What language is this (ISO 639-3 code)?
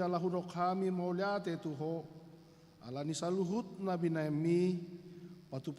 bbc